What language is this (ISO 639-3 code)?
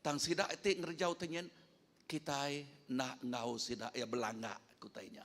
iba